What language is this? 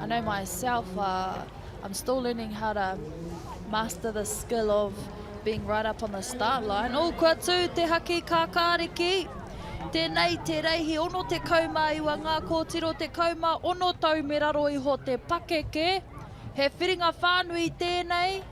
Māori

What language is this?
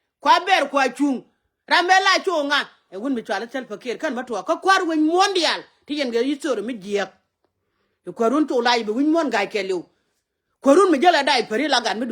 Nuer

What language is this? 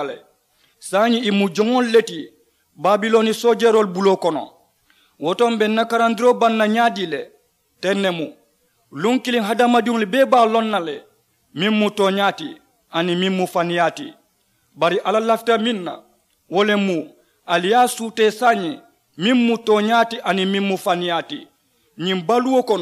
Mandingo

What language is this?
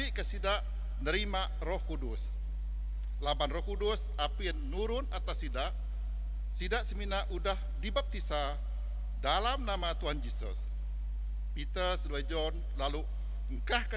Iban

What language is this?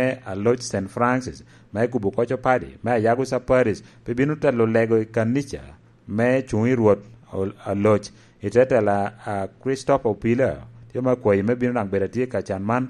Lango (Uganda)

